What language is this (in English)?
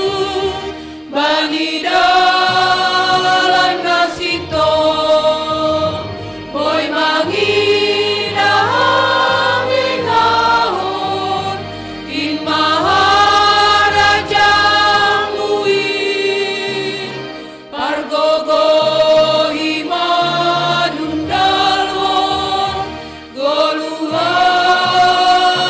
Batak Simalungun